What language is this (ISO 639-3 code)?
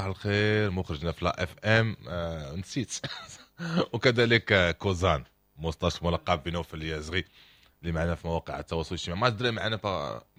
ary